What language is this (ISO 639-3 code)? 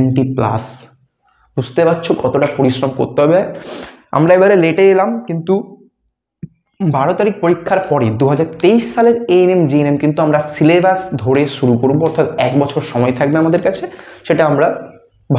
ben